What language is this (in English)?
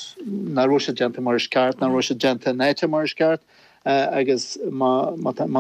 Irish